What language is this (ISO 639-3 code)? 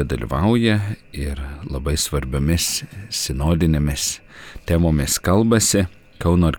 lit